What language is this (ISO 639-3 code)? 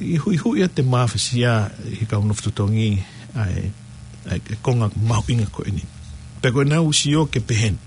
ton